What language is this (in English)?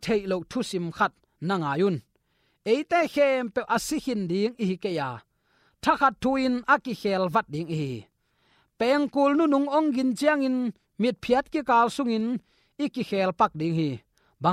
Tedim Chin